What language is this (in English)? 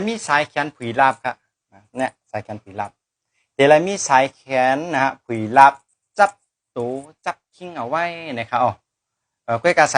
Shan